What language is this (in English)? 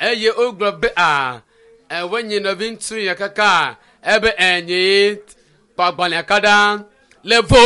Ewe